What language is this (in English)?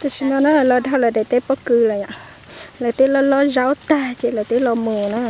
Hmong